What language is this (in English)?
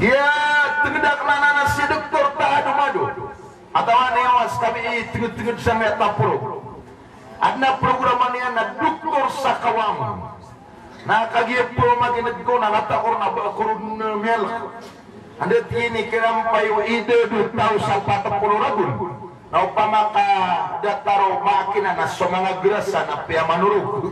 Maranao